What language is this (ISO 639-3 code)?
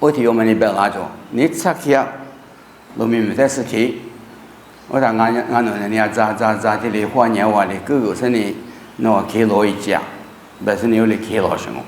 lis